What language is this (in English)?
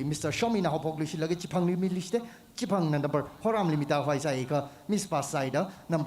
Tangkhul Naga (India)